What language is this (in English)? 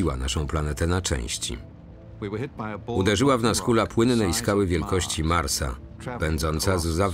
Polish